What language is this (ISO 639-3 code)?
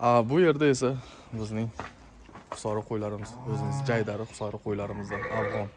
uzb